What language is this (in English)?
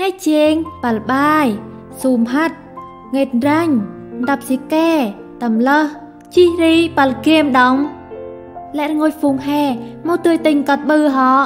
Central Mnong